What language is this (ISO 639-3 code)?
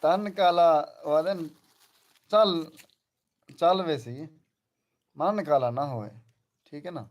skr